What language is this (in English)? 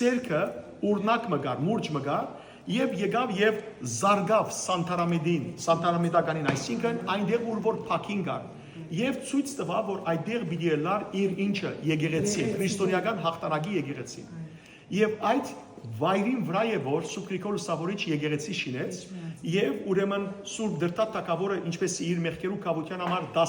Western Armenian